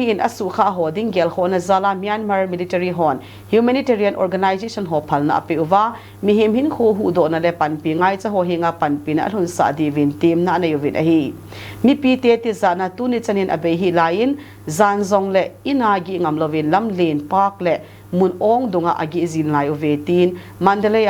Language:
Thado Chin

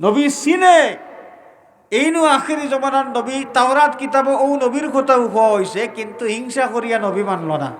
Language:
Sylheti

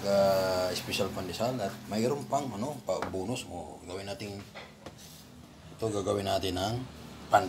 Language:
Filipino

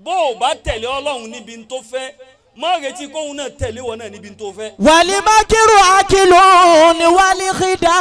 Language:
Yoruba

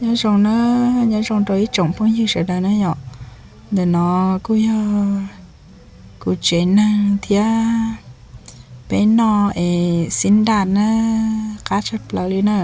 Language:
Hmong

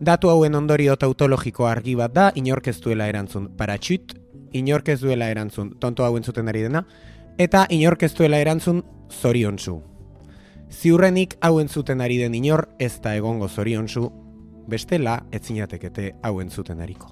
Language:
Basque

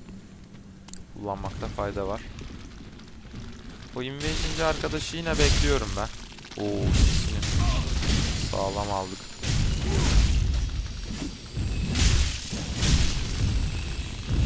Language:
Turkish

